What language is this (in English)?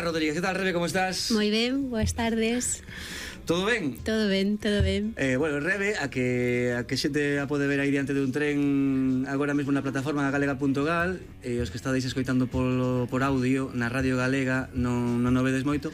Galician